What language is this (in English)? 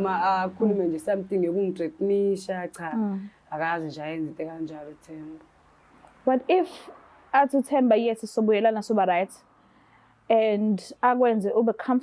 Zulu